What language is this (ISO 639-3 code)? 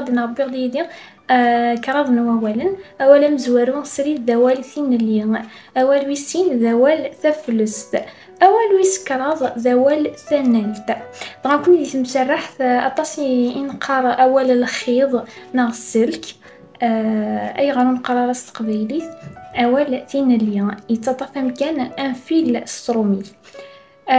kab